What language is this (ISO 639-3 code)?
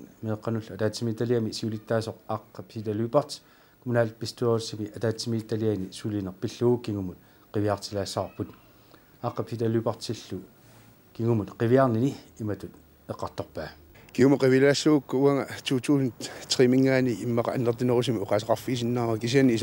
kal